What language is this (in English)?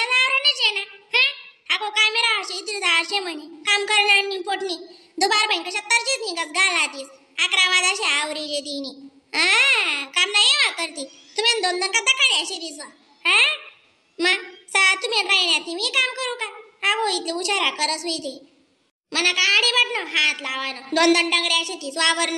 Khandesi